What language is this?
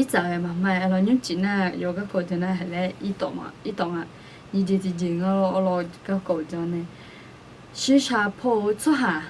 Akha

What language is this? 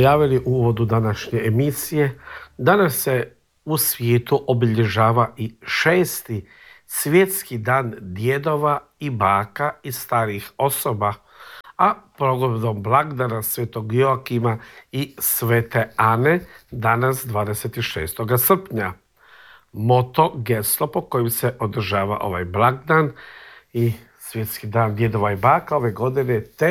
Croatian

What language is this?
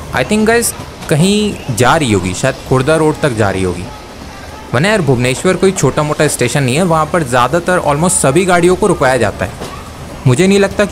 Hindi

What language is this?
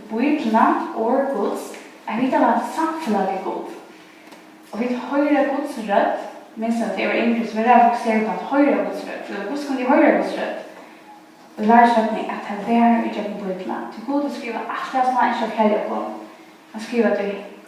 Faroese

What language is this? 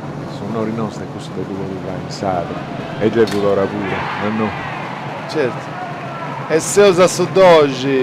Sardinian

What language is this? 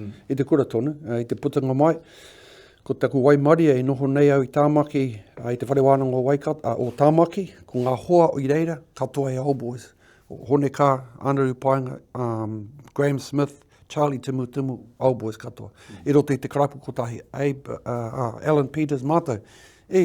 Māori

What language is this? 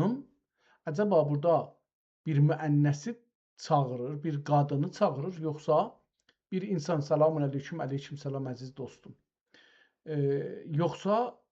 South Azerbaijani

